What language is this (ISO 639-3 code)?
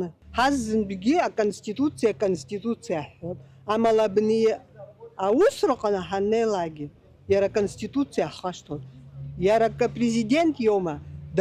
abk